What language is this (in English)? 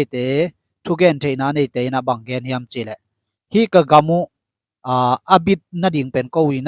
Tedim Chin